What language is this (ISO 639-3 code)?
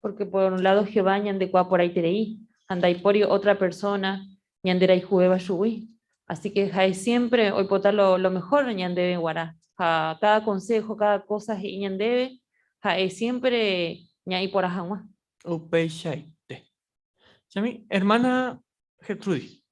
grn